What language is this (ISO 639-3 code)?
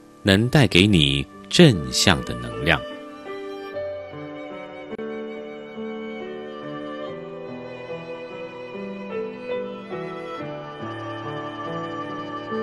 zho